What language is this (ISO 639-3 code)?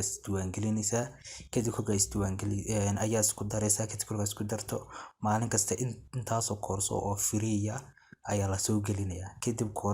som